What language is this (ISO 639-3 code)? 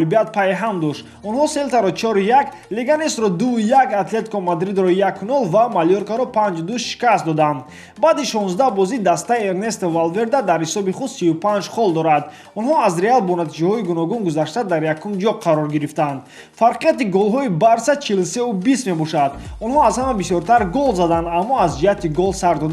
tgk